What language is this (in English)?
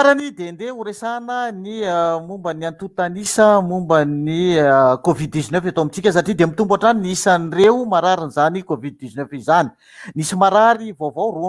Malagasy